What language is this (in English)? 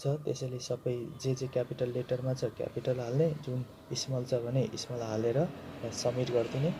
Nepali